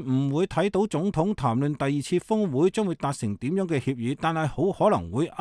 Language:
Cantonese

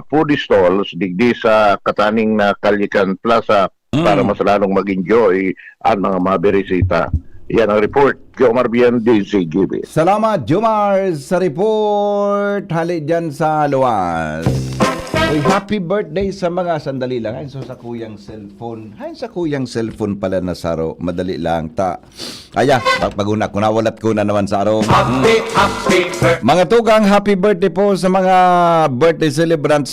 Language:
Bikol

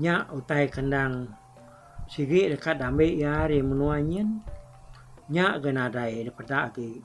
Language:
Iban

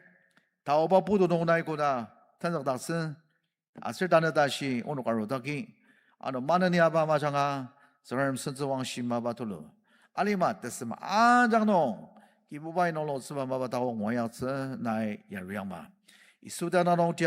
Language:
Ao Naga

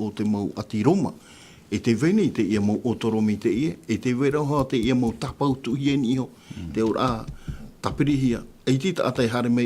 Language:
Tahitian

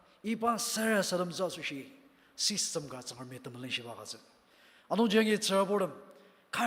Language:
Ao Naga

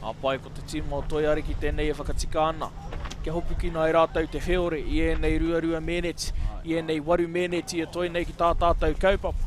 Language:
Māori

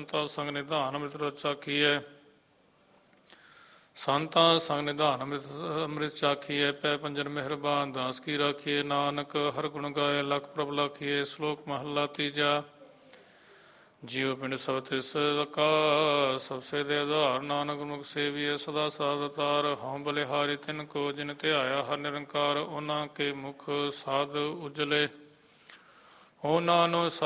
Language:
Punjabi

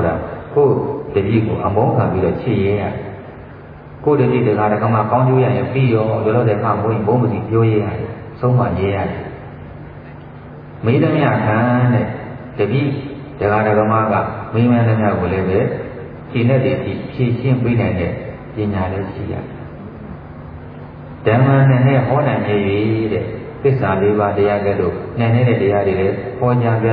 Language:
Burmese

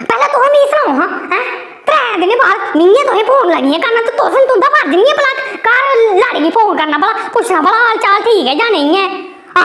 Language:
Dogri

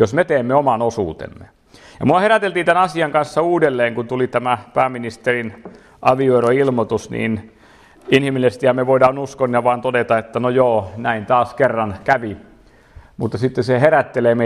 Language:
Finnish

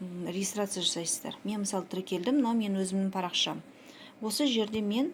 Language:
Kazakh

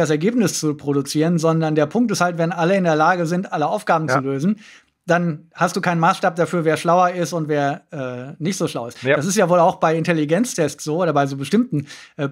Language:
German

